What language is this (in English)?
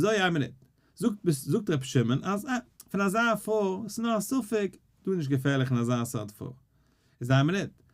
Yiddish